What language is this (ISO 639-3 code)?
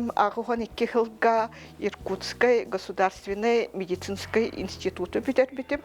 sah